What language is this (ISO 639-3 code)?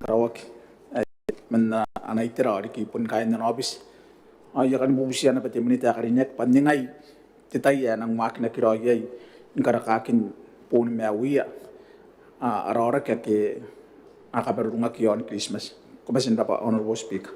gil